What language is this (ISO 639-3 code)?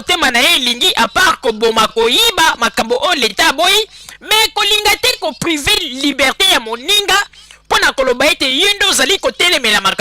lin